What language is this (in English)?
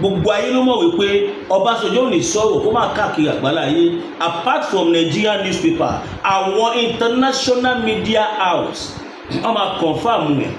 Yoruba